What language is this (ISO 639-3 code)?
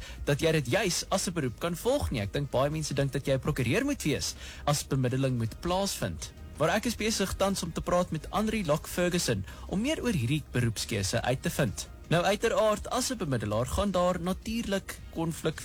afr